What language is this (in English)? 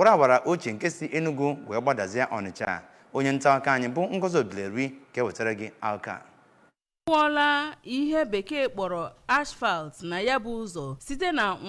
Igbo